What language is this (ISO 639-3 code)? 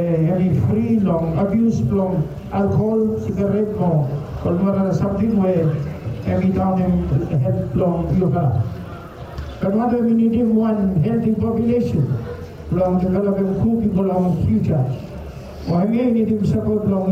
bis